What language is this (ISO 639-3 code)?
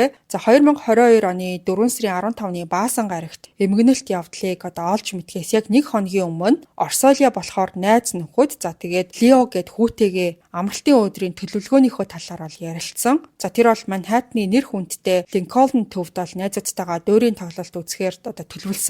mon